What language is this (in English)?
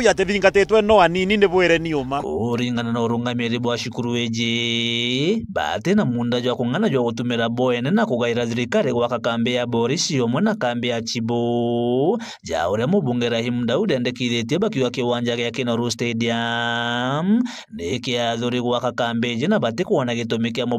Meru